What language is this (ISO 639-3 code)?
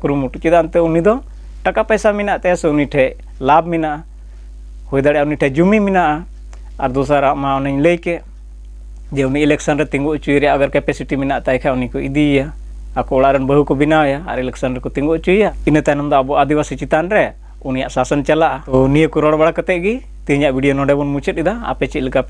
sat